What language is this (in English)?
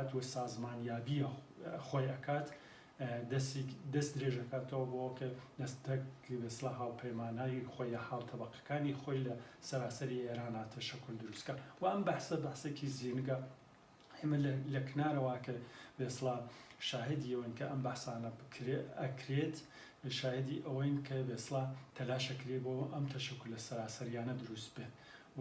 Central Kurdish